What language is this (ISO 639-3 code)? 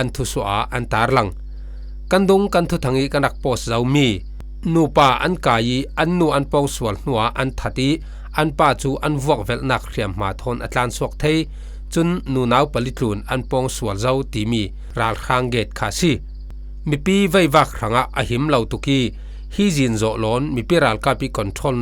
cfm